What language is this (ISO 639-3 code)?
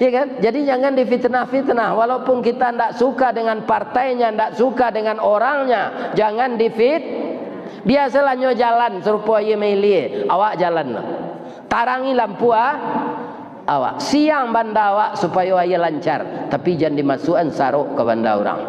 min